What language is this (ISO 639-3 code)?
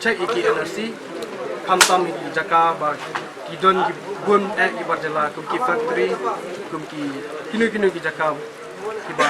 kha